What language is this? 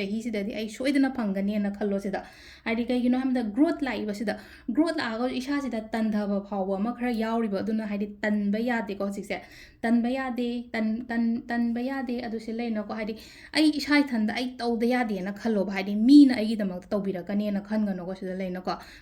Manipuri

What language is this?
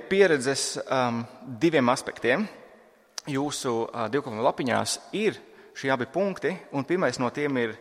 Latvian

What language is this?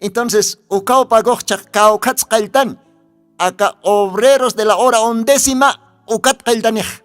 Aymara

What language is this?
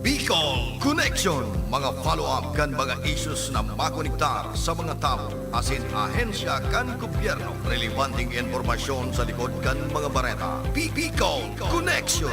Bikol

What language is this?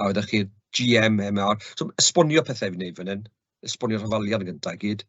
Welsh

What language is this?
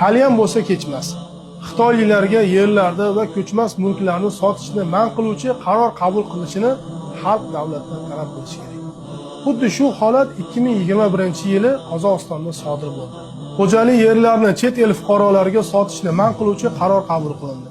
Uzbek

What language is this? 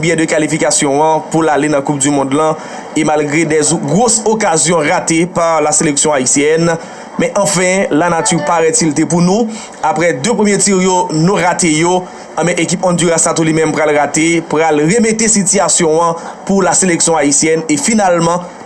Haitian Creole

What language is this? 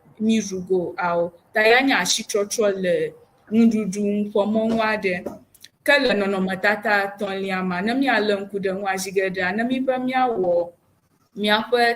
Ewe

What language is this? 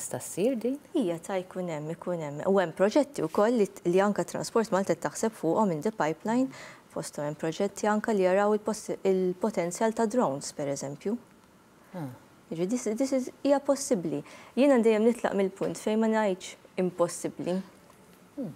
Maltese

